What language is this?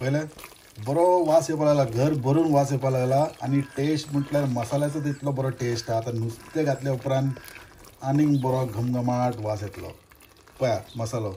Konkani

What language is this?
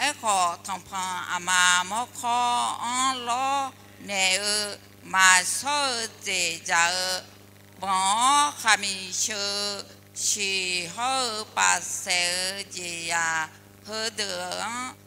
Akha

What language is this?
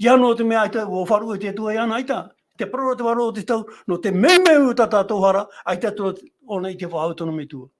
Tahitian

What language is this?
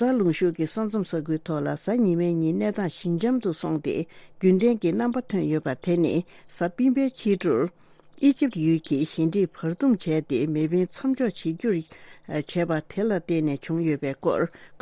Tibetan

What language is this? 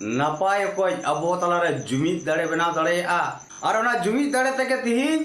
Santali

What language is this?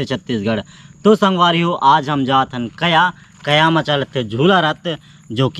Chhattisgarhi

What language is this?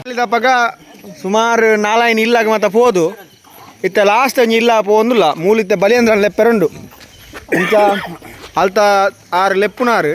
Tulu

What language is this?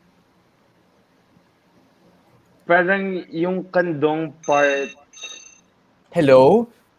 Filipino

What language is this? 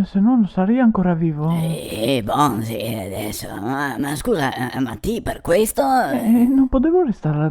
Venetian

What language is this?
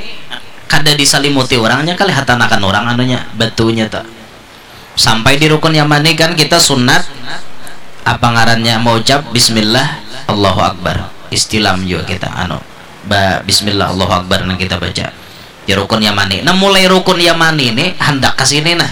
Banjar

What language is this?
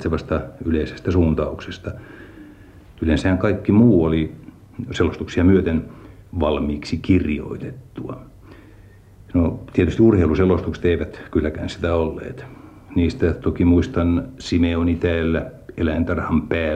Finnish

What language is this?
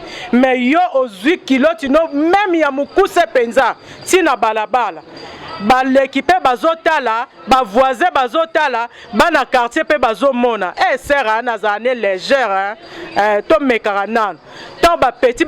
Lingala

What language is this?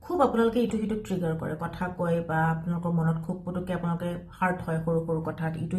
Assamese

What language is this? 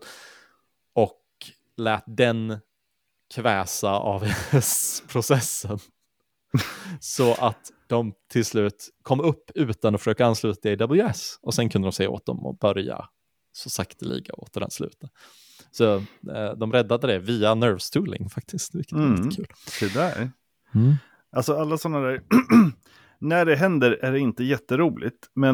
Swedish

